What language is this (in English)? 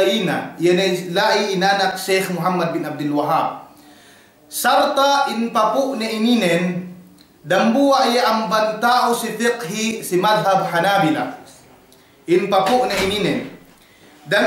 Yakan